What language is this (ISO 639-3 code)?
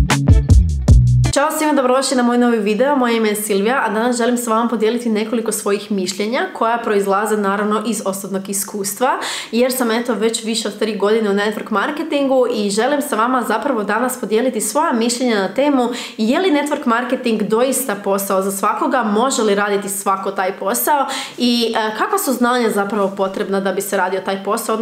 hrv